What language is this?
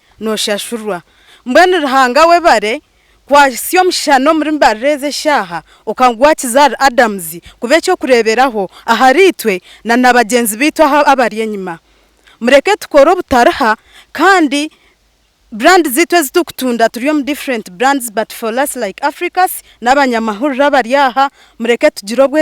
Nyankole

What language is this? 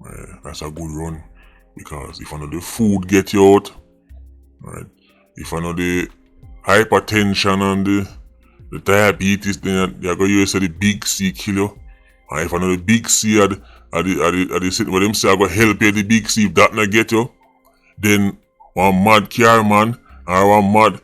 Jamaican Creole English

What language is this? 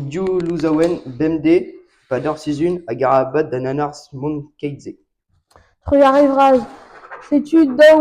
Breton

